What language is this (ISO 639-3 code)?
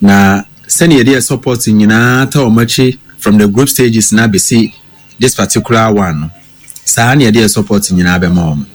aka